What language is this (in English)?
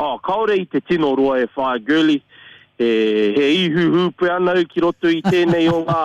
Māori